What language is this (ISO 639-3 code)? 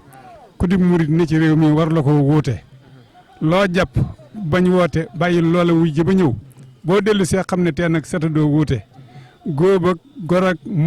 wol